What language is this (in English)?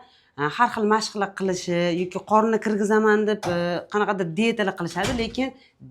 Uzbek